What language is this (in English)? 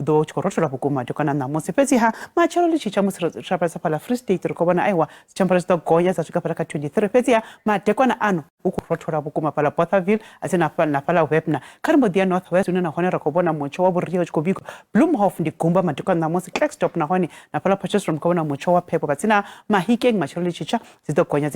Venda